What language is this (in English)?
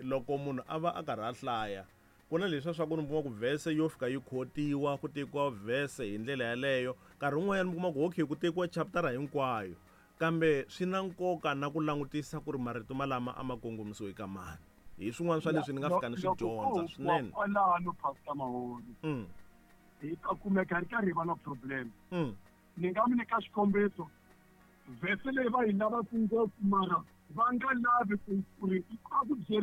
Tsonga